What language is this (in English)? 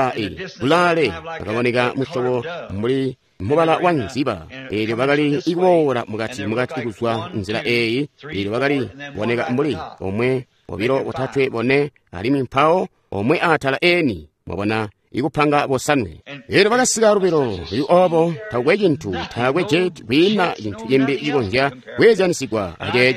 Tonga (Zambia)